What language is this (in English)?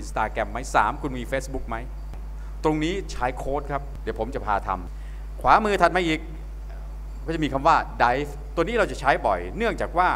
Thai